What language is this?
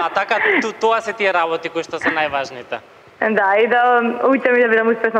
Macedonian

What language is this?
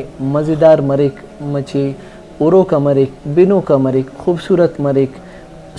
Brahui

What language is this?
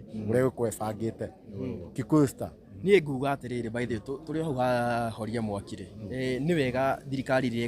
Kikuyu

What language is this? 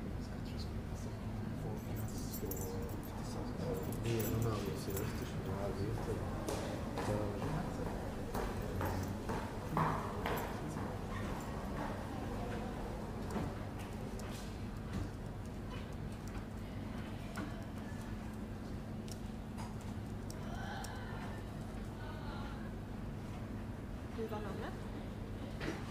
Swedish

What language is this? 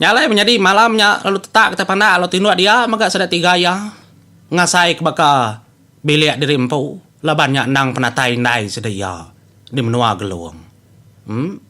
Iban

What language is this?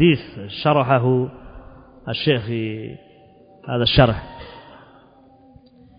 Indonesian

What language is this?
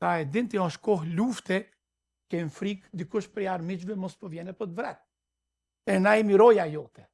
Albanian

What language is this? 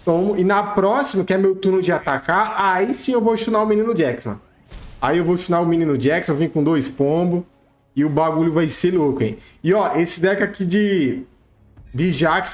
Portuguese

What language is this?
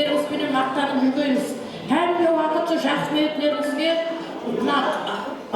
Kara-Kalpak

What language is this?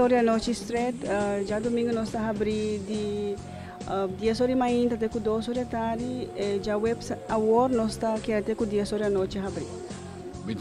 Papiamento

